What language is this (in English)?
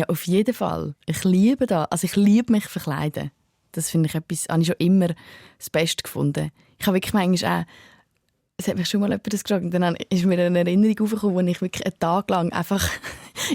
Swiss German